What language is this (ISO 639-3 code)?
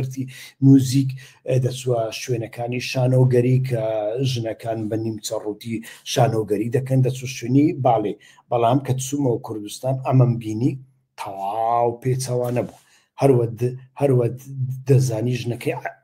ckb